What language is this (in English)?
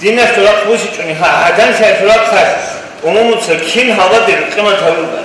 Avaric